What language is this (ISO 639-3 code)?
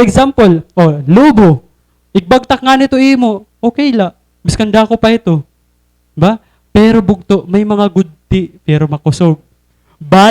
war